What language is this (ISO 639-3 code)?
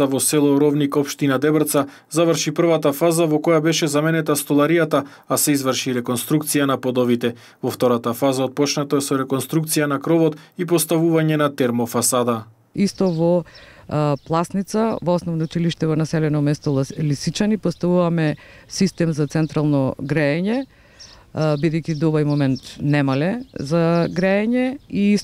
mkd